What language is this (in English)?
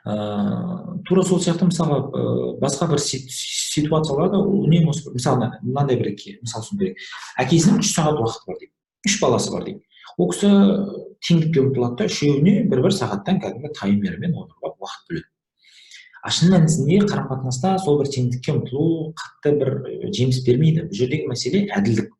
Kazakh